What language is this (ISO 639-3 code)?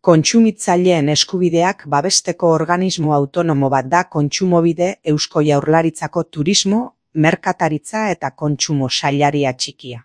eus